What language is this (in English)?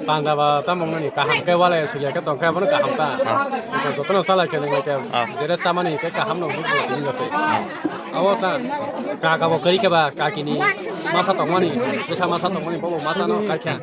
Kok Borok